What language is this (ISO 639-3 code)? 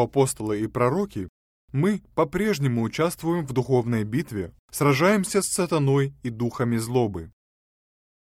rus